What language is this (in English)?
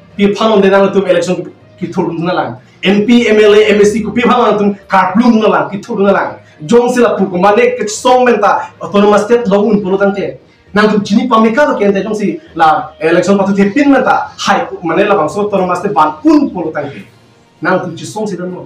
Karbi